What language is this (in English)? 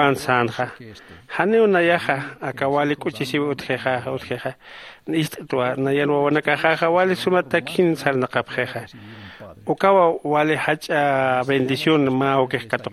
Aymara